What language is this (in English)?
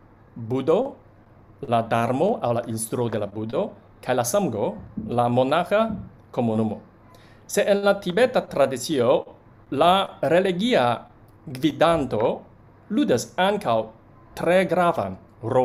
Esperanto